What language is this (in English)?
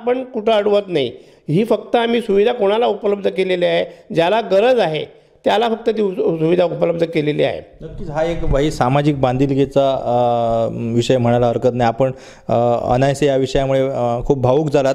Marathi